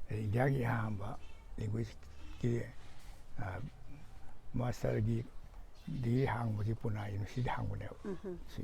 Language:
Manipuri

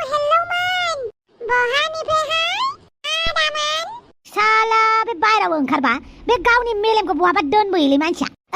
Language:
Bodo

